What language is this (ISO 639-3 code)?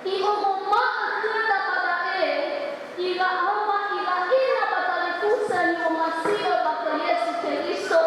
nia